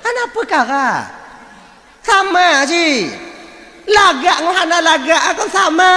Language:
Achinese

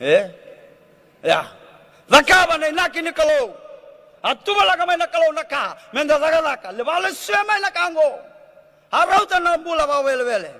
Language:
Fijian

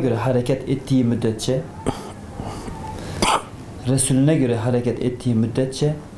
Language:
Turkish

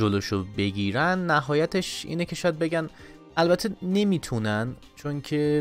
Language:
Persian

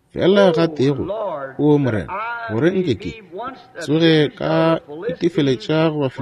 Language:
Northern Sotho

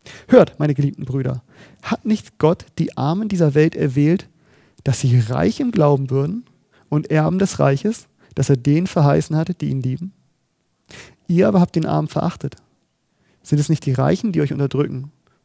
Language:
German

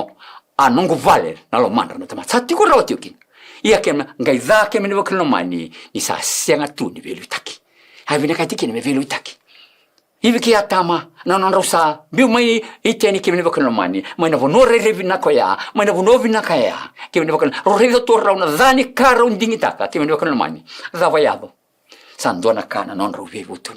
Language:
Fijian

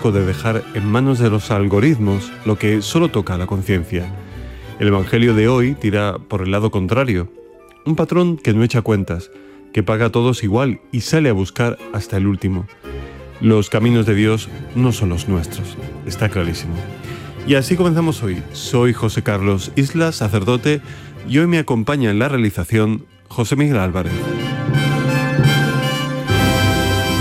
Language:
Spanish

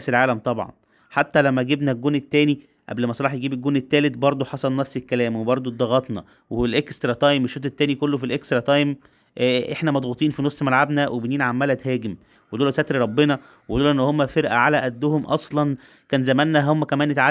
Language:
Egyptian Arabic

